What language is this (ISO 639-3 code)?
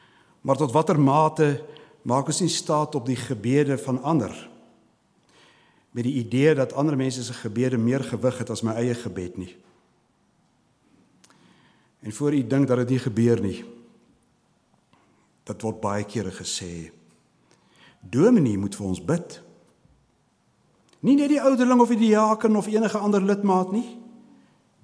afr